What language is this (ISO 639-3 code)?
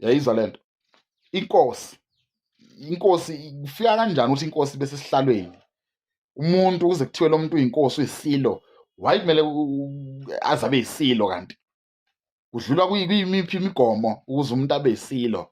zul